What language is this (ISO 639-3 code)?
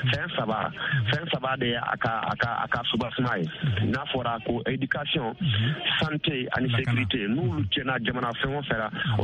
bam